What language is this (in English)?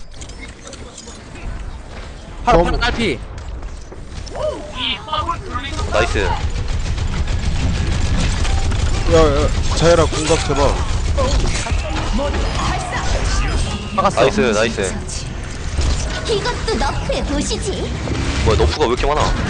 Korean